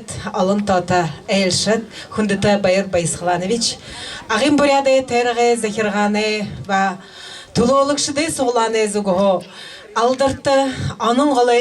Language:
Buriat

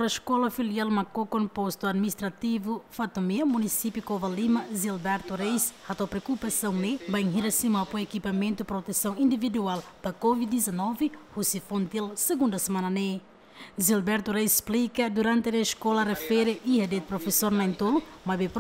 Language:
Tetum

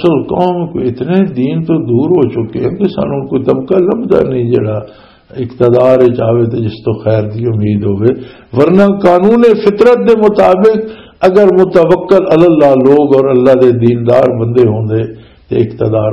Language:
Western Panjabi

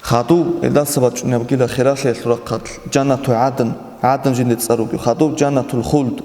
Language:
Avaric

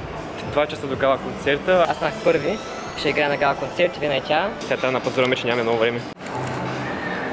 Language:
Bulgarian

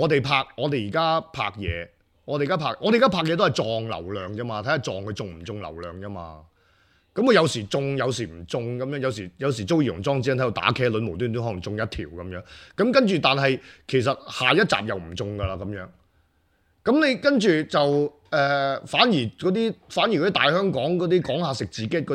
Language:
Cantonese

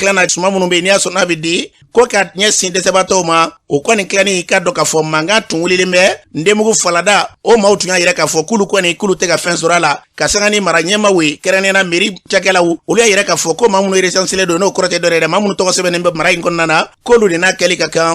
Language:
Bambara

